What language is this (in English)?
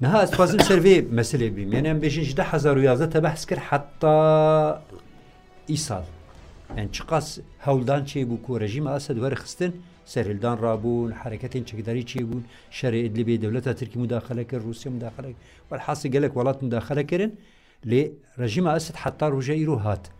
Kurdish